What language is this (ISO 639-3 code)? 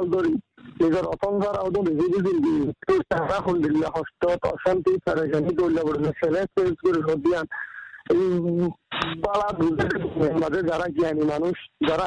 ben